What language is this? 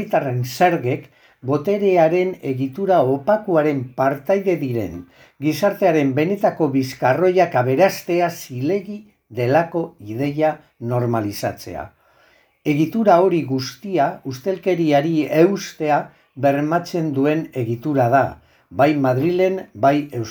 Basque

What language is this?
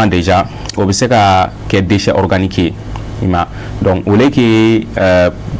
Bambara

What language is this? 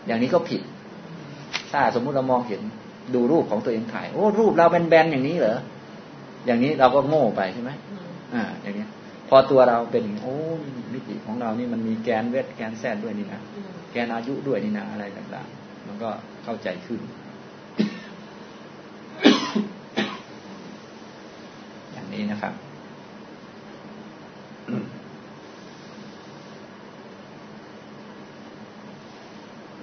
Thai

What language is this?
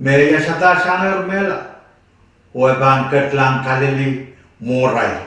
Pohnpeian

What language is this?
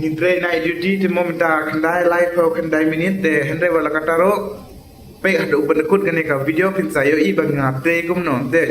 Khasi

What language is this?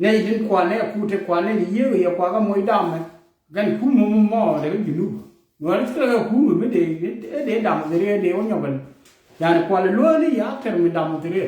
Nuer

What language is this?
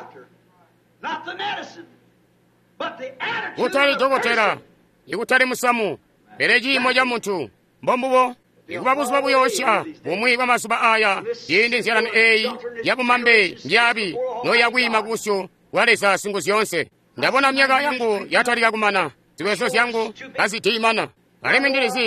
Tonga (Zambia)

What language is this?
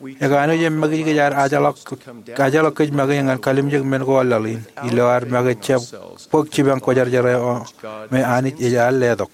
Marshallese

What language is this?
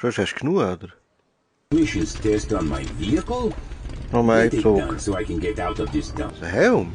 Swiss German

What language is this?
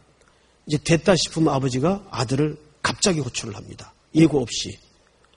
Korean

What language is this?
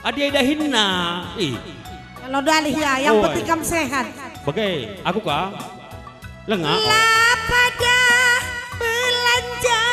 Batak Karo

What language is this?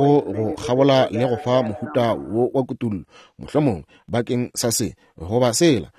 Northern Sotho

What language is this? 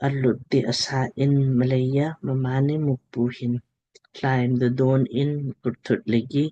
Lamkang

